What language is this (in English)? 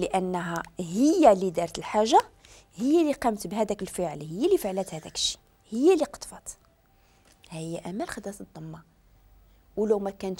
Moroccan Arabic